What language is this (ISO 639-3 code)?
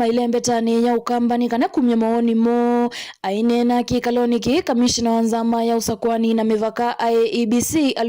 kam